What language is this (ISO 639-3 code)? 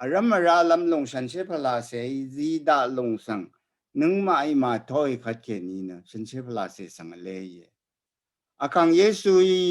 raw